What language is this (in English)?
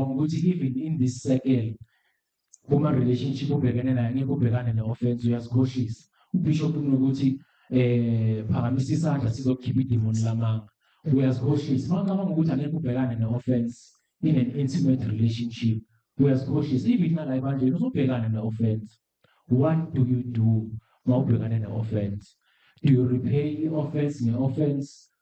Zulu